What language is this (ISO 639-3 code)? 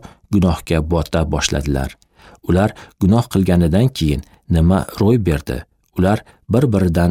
uzb